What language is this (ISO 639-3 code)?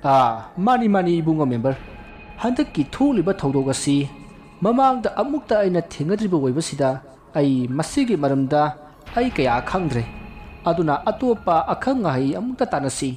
mni